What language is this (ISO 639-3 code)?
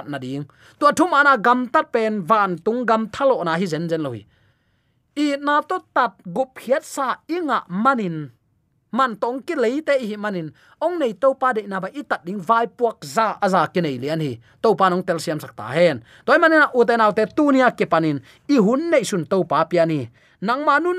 ctd